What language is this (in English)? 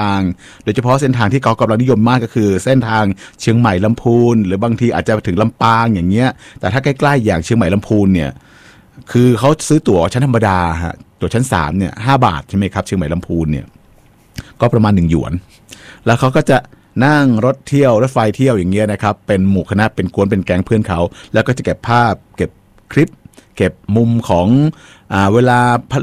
Thai